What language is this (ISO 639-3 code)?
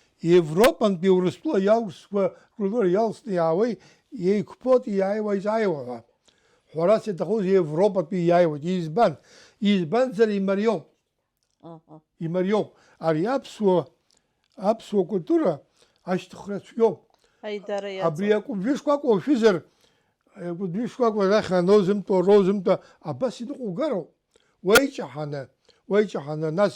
abk